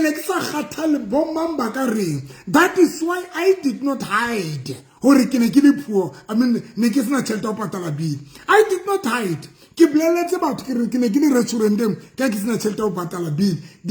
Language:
Southern Sotho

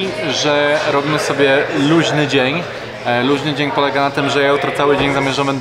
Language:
Polish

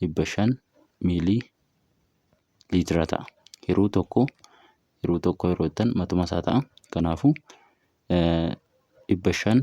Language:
Oromo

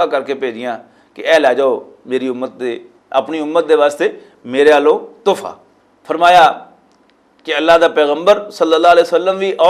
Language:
Western Panjabi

